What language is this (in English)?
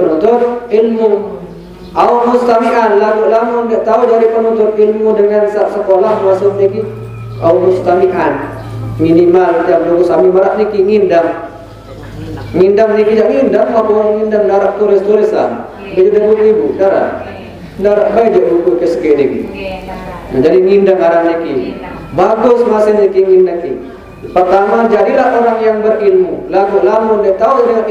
Sasak